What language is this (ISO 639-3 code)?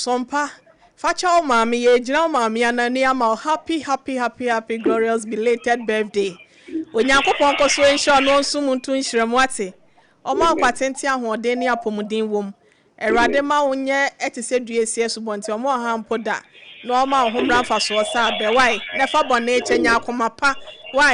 aka